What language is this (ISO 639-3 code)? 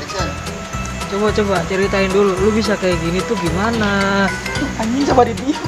bew